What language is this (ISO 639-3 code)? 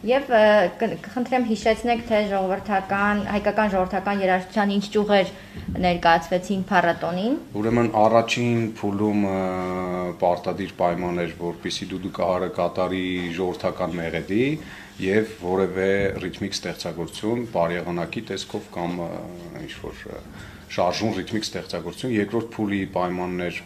hye